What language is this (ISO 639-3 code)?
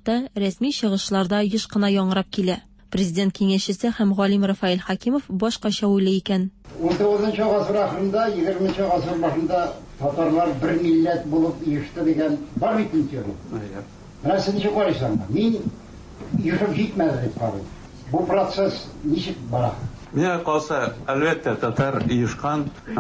tat